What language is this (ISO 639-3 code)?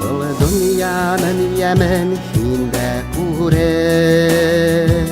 bak